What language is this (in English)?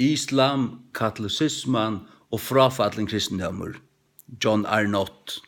Faroese